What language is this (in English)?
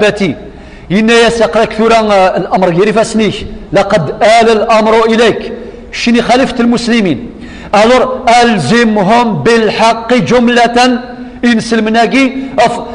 Kabyle